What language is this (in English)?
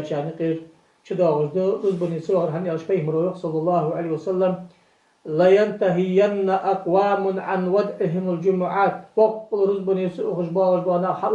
Ingush